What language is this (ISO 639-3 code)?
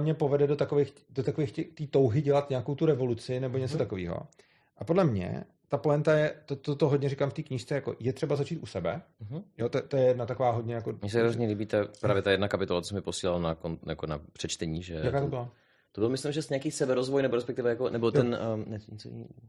ces